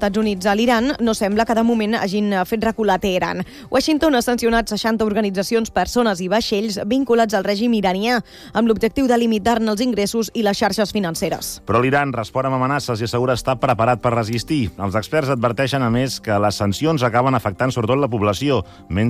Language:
Catalan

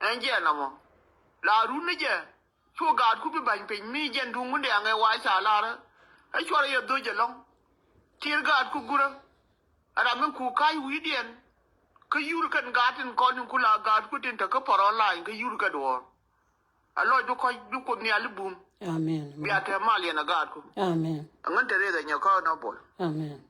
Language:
Nuer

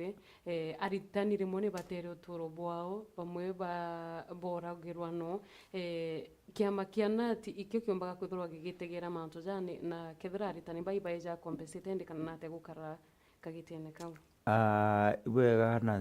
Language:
Meru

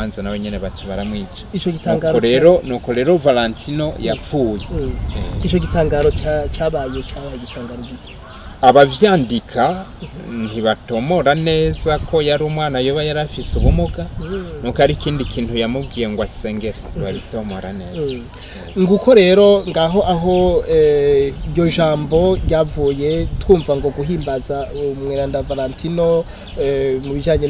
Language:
Rundi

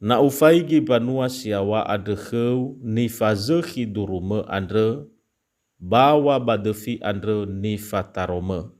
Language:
Nias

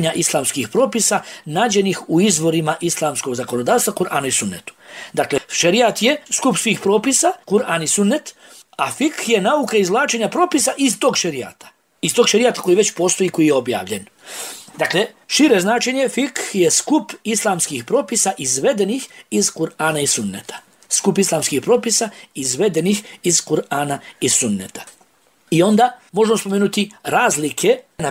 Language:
Bosnian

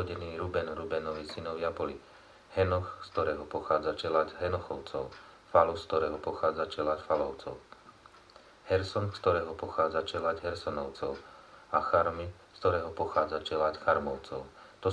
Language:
Slovak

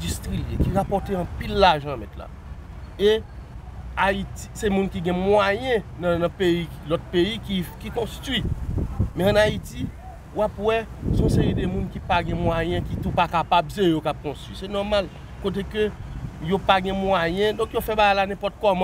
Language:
Haitian Creole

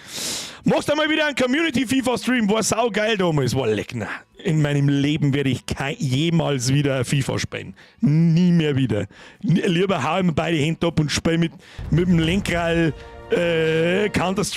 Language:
Bavarian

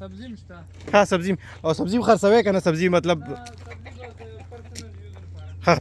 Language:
Pashto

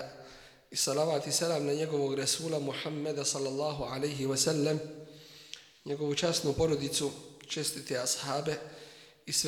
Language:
Bosnian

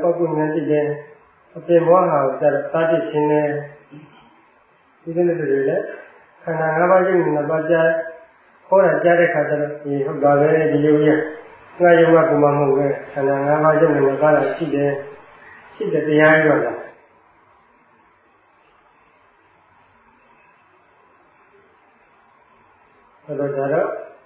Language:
Burmese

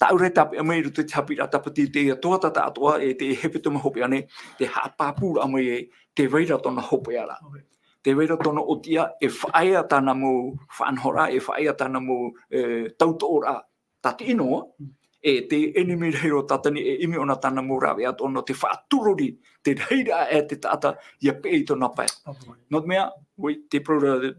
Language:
Tahitian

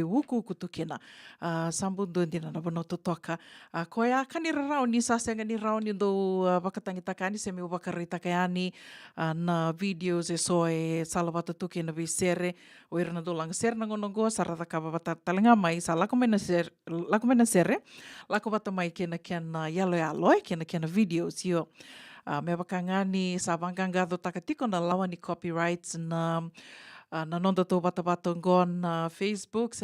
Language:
Fijian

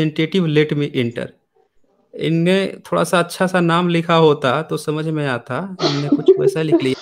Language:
Hindi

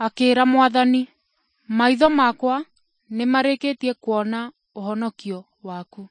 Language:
Kikuyu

